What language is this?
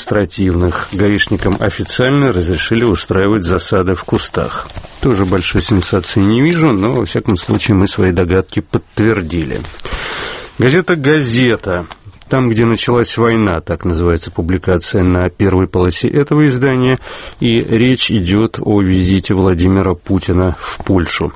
Russian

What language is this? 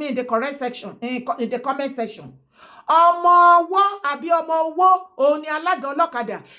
Yoruba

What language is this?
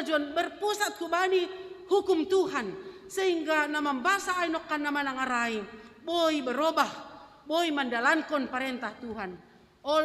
Batak Simalungun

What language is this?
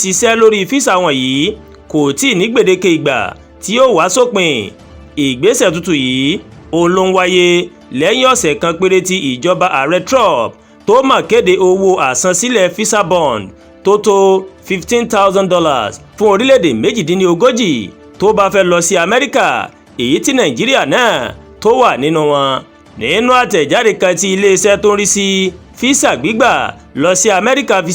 Yoruba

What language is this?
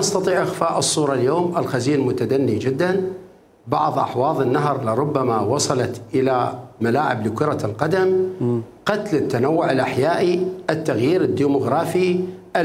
Mesopotamian Arabic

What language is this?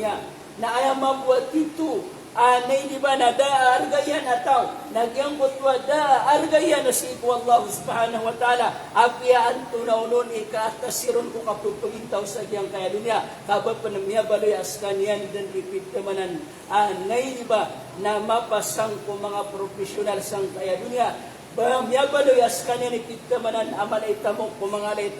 Maranao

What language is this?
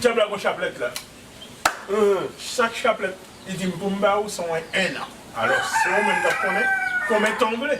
Haitian Creole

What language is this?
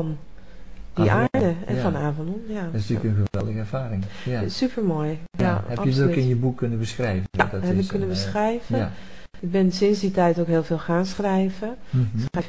Dutch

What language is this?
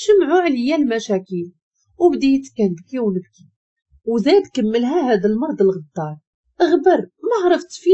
Moroccan Arabic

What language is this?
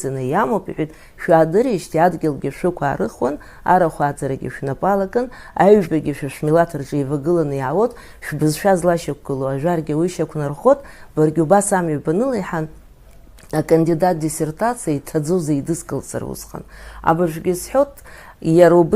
Abkhazian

